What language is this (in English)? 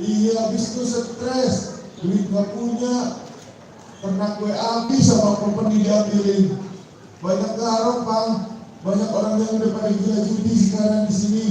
Betawi